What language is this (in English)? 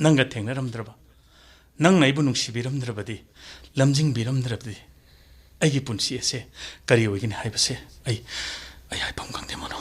Manipuri